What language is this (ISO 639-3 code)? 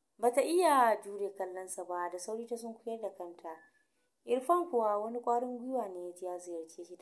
hau